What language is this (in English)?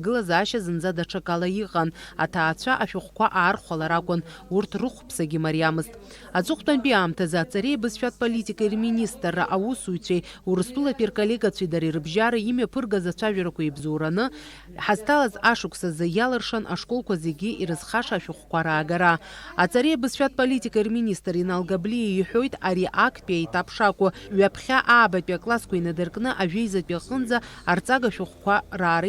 Abkhazian